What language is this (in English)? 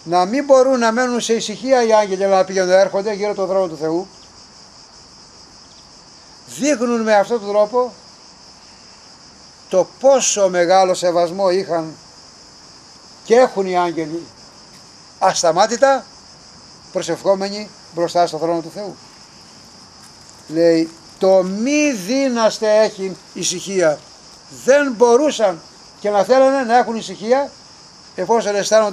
Greek